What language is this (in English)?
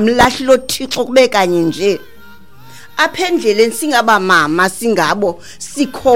Xhosa